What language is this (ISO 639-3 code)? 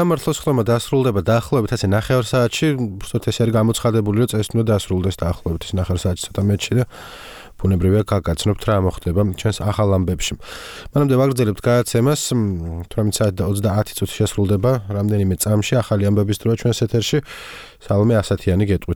kat